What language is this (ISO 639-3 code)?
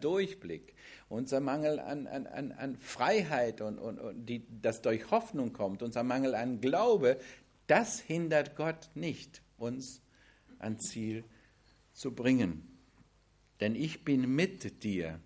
deu